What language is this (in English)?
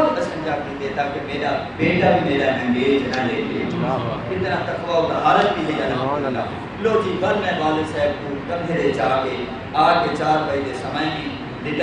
Saraiki